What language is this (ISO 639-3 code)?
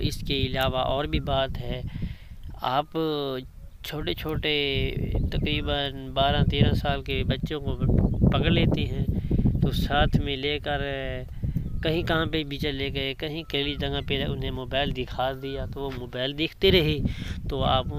urd